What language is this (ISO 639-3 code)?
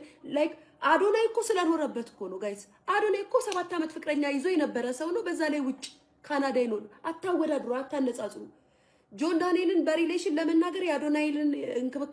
amh